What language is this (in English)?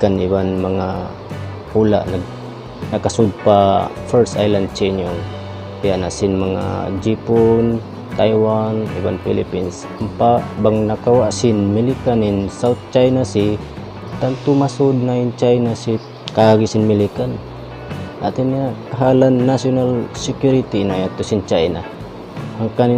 Tausug